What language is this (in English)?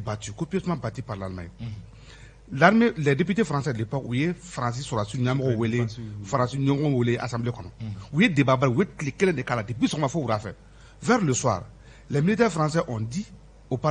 Bambara